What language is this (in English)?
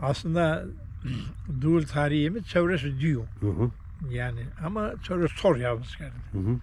Zaza